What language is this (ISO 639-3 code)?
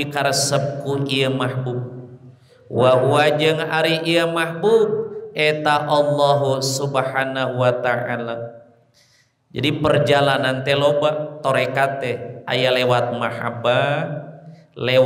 sun